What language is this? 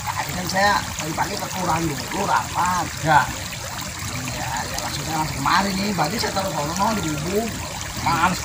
Betawi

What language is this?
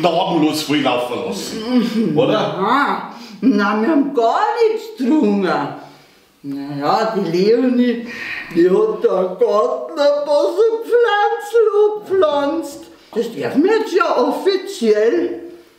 Bavarian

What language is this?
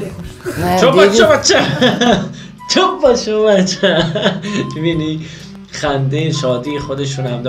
Persian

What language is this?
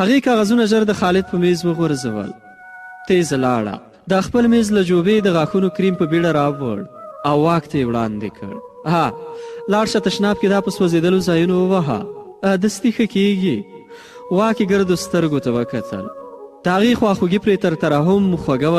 Pashto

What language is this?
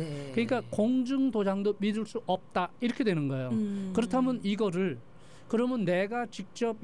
Korean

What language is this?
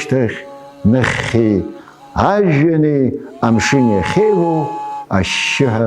Abkhazian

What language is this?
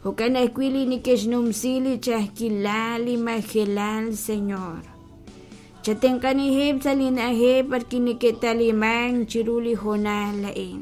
Kekchí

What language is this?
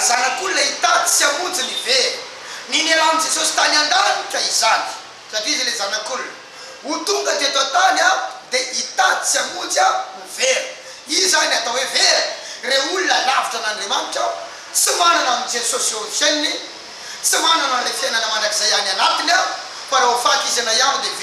Malagasy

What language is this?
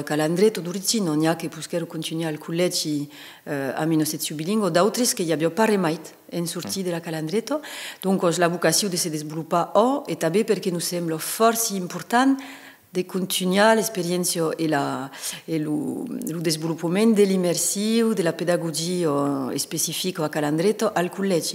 Occitan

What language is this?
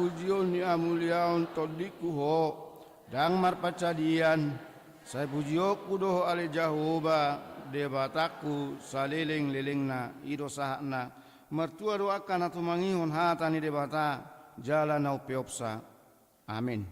Batak Toba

